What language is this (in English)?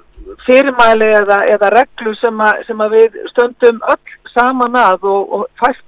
Icelandic